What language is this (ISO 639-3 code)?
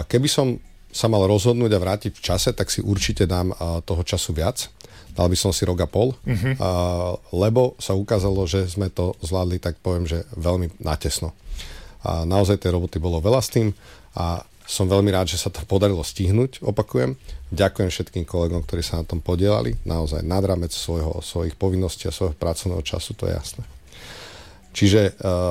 slk